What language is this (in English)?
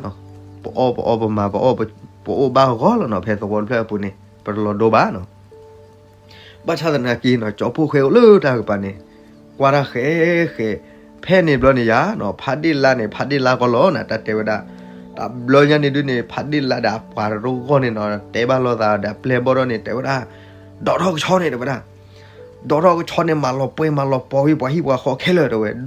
S'gaw Karen